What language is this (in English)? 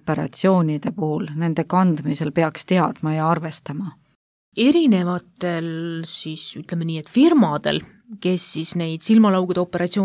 Estonian